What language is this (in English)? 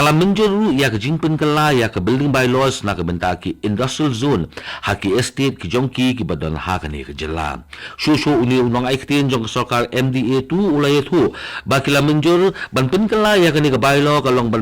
Khasi